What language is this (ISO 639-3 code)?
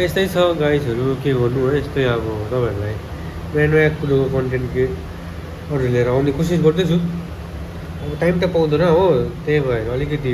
nep